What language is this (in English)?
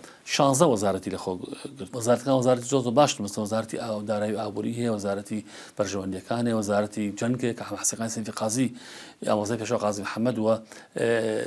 Central Kurdish